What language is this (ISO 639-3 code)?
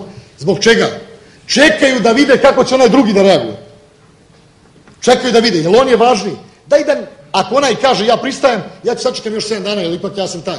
srp